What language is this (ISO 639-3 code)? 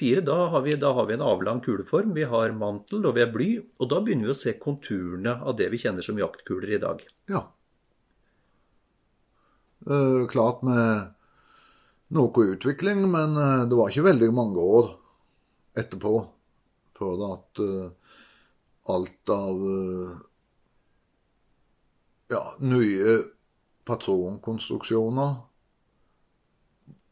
nor